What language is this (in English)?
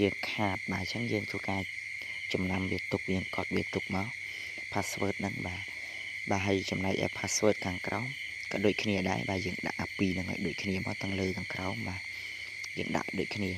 Khmer